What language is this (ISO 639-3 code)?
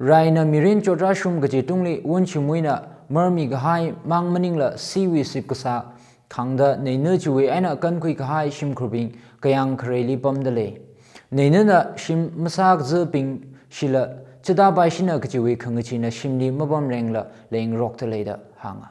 nmf